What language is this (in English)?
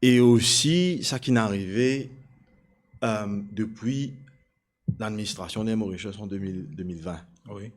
Morisyen